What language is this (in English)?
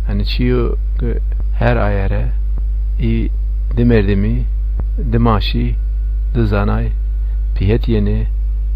Zaza